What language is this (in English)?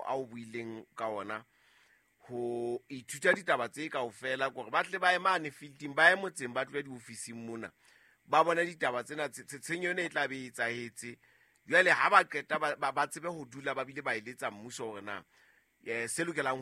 Southern Sotho